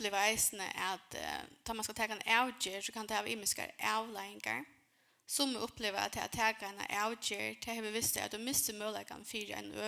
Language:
Faroese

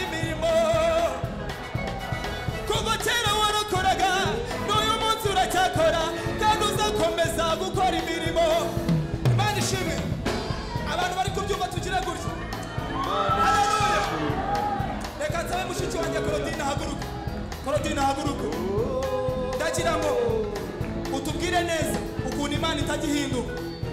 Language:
Kinyarwanda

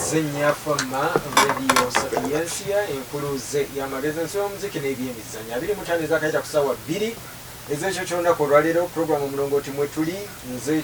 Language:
Ganda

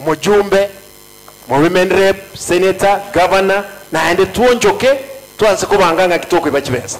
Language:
Gusii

